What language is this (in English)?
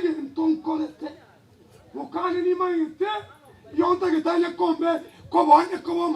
Gusii